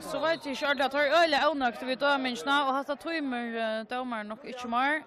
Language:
Faroese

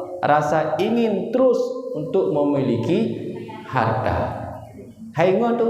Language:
Achinese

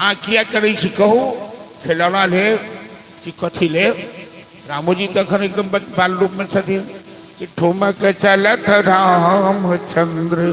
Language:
Maithili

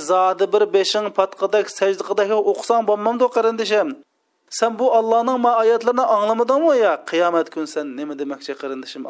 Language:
Uyghur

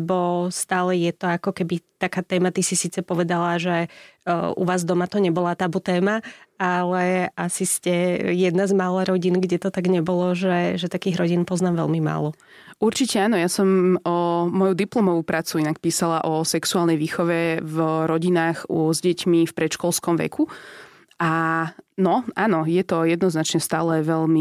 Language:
Slovak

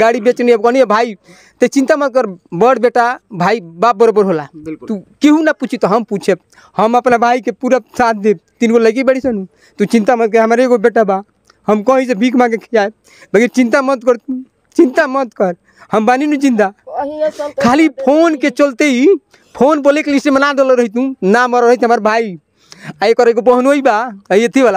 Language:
Bhojpuri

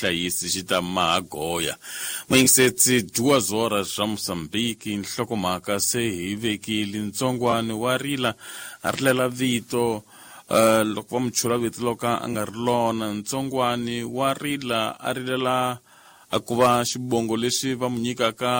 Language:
Tsonga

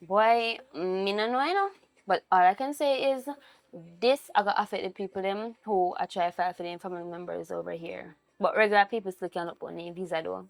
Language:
Jamaican Creole English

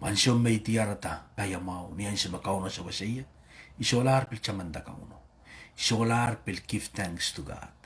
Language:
Pohnpeian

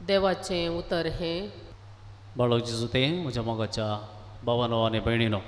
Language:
Konkani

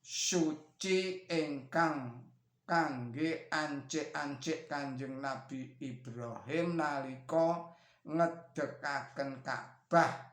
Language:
Javanese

